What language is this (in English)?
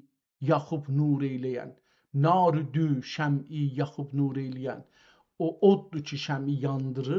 South Azerbaijani